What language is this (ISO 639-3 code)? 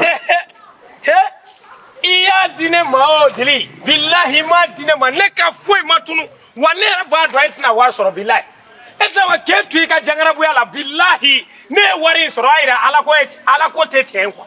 bam